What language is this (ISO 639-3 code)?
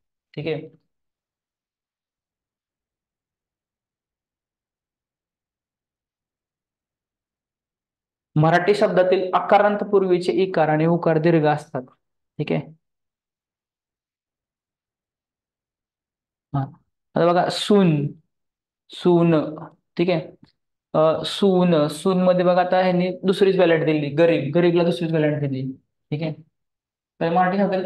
mar